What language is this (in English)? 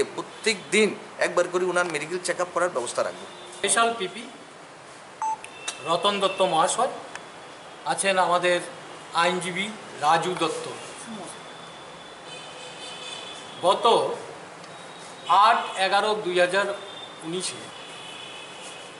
Bangla